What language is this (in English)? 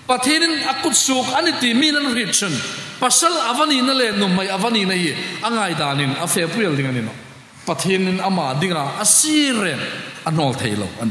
Hmar